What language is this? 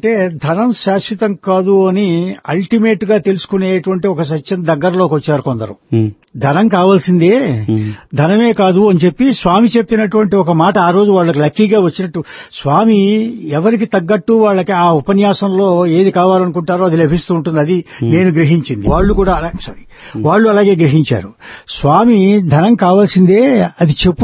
Telugu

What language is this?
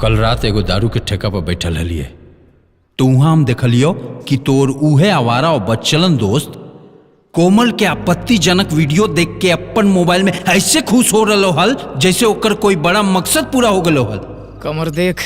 Magahi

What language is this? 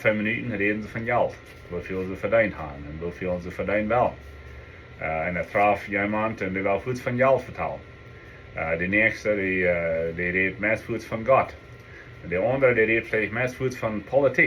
Plautdietsch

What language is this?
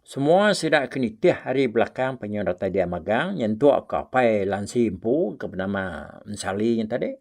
Iban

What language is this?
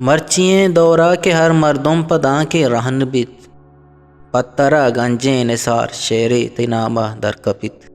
Eastern Balochi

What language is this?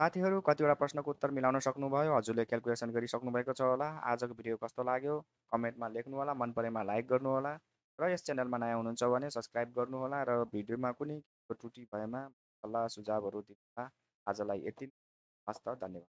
Nepali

